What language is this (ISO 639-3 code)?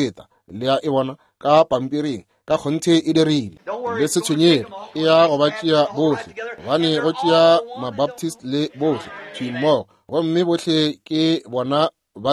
nso